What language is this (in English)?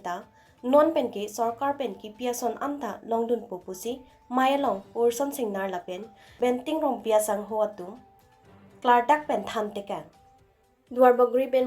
Karbi